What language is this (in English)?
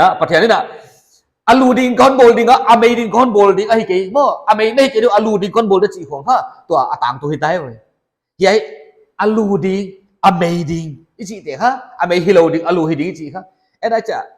Paite Chin